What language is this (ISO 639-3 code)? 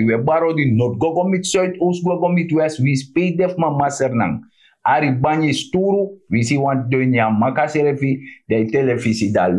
srn